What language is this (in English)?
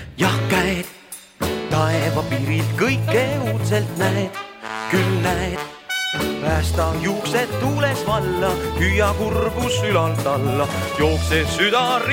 Estonian